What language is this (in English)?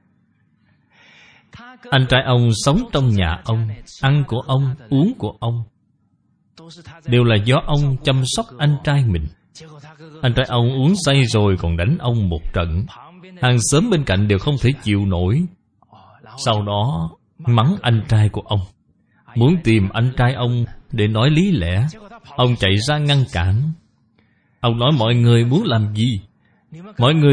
Vietnamese